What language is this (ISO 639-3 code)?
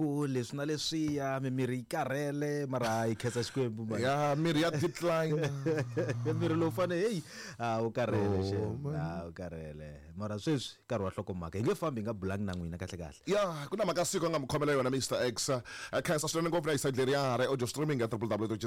tso